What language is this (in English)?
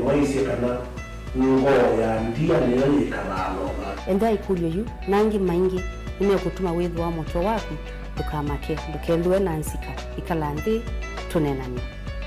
Kamba